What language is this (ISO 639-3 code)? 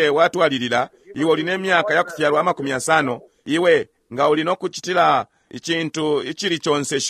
bem